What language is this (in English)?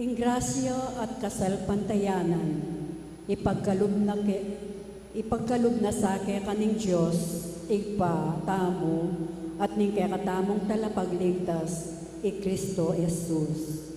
Pampanga